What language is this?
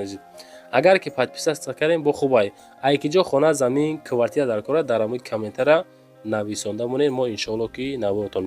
Tajik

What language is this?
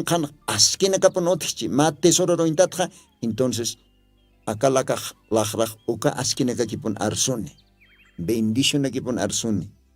Aymara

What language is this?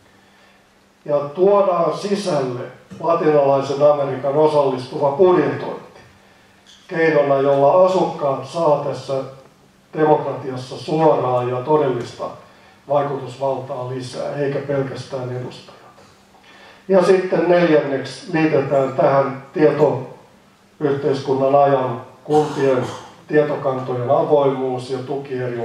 Finnish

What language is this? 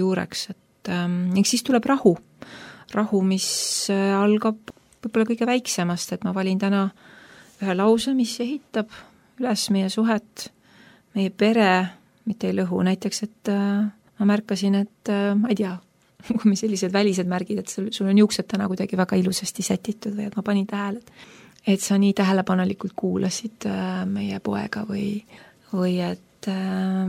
Estonian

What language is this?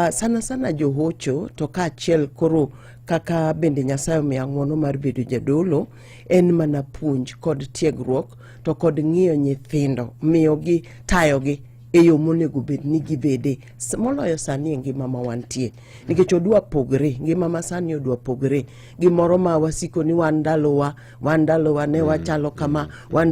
Luo (Kenya and Tanzania)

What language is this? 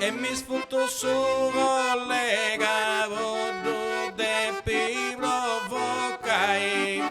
Sardinian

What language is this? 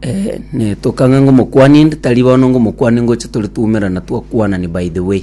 Gusii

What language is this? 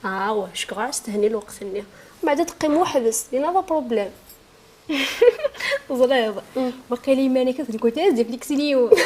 Kabyle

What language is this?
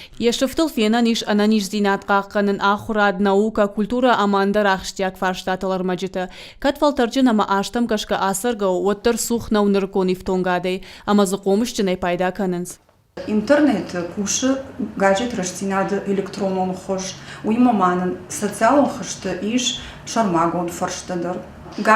Ossetic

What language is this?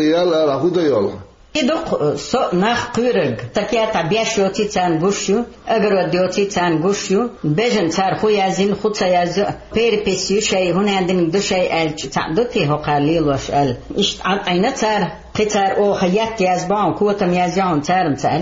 Chechen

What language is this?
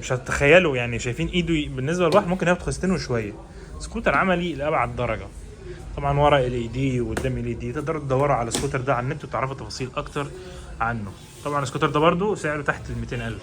Egyptian Arabic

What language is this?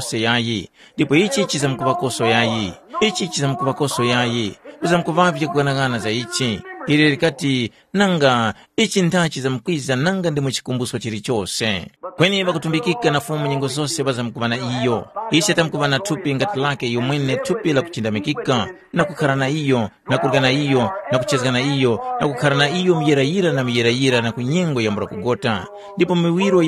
Tumbuka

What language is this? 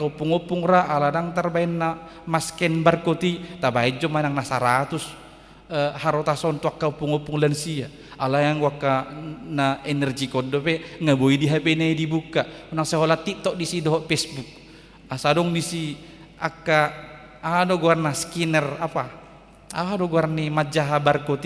Batak Toba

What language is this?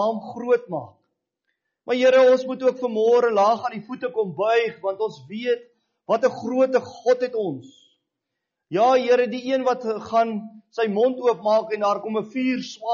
Afrikaans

